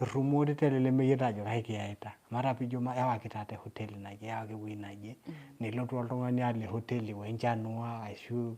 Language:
Masai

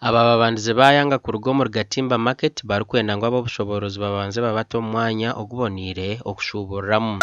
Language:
Nyankole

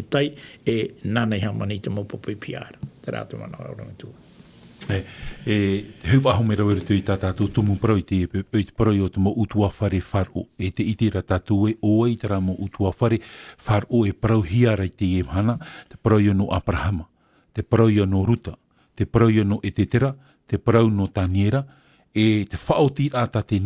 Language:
Tahitian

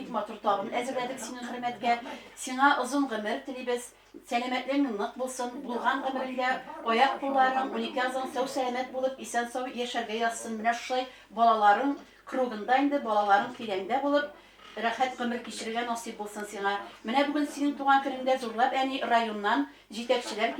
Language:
Tatar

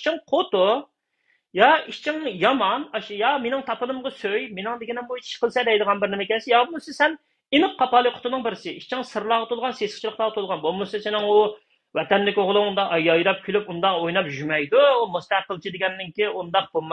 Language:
Uyghur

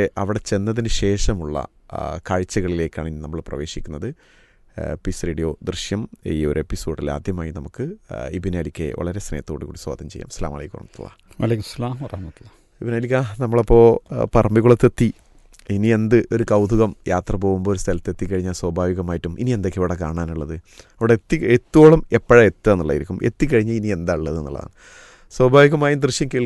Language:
Malayalam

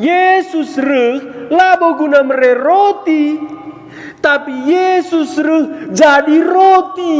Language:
Batak Karo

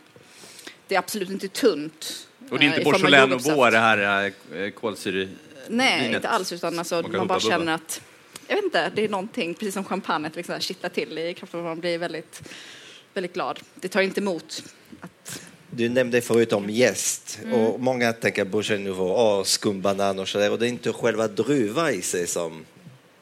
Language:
Swedish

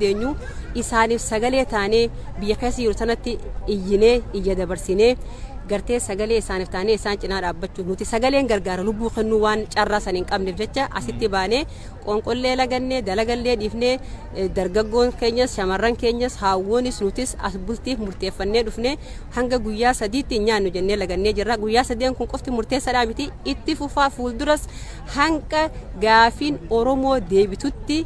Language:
Oromo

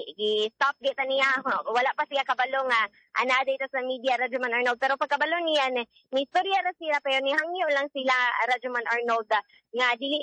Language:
Cebuano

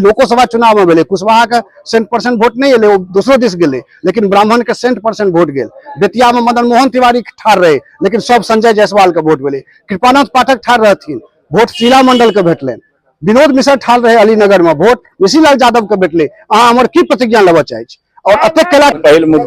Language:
Maithili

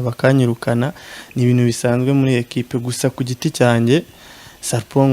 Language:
Kinyarwanda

